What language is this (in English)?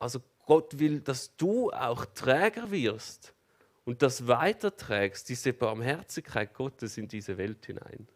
Swiss German